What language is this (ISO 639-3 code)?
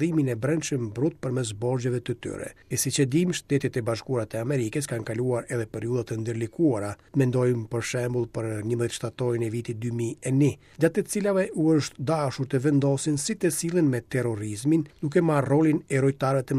sqi